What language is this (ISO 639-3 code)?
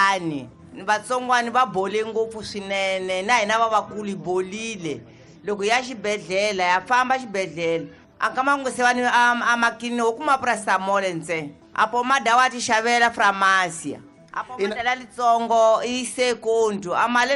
tso